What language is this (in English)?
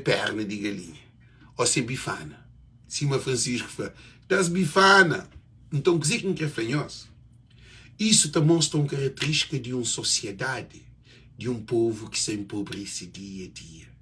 Kabuverdianu